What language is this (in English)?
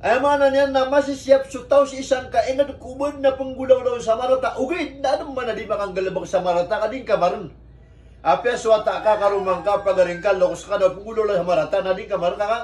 Maranao